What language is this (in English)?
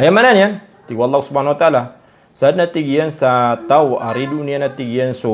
Maranao